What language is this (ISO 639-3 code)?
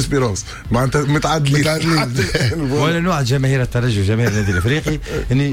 aeb